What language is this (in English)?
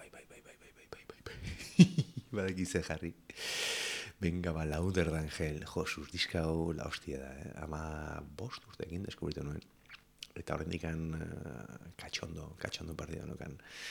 Basque